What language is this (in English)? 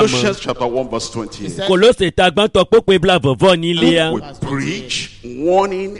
Ewe